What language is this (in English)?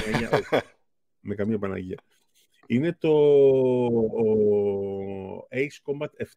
Greek